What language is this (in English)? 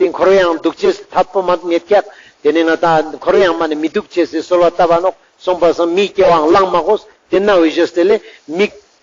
Ladakhi